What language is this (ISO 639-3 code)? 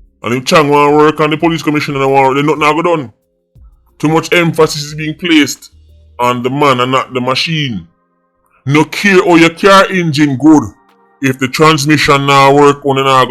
jam